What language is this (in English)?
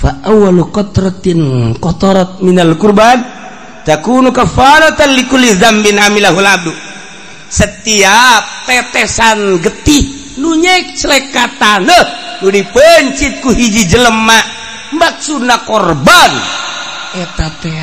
Sundanese